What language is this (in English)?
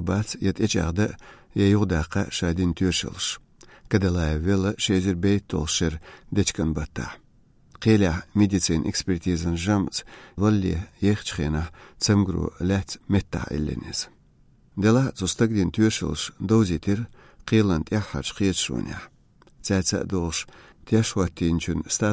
Chechen